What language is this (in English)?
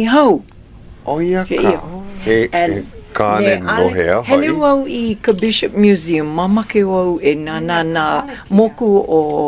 Hawaiian